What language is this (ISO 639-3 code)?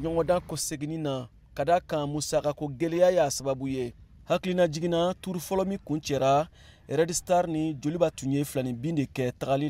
bam